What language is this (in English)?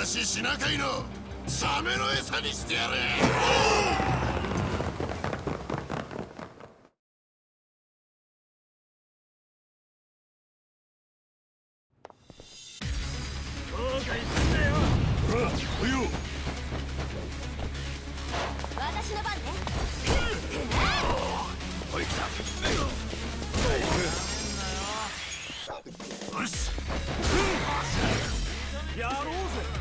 Japanese